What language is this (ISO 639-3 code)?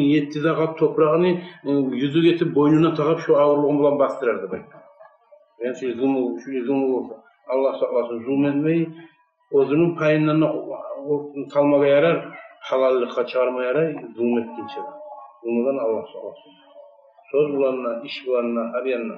kum